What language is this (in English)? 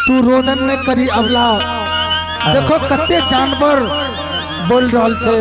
Angika